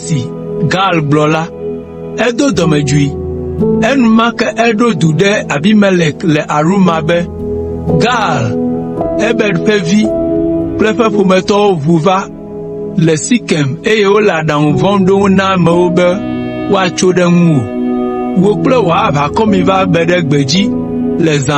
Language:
Ewe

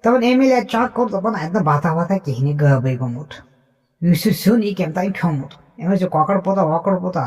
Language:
Kashmiri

